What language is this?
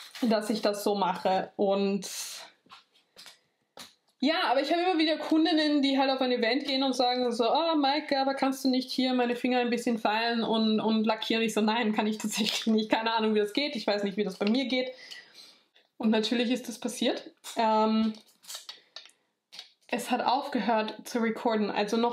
German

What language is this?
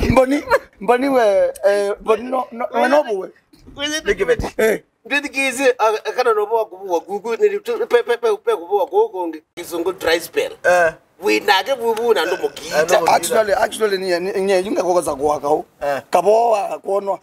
Kamba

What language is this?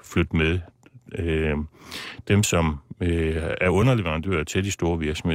Danish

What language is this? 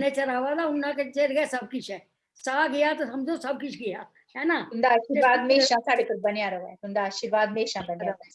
Dogri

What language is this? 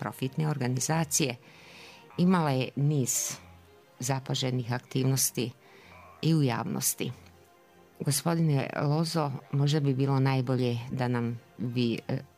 Bosnian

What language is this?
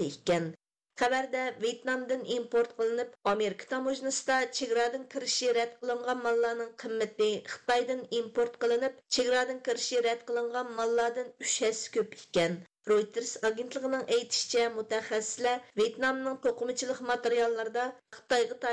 Uyghur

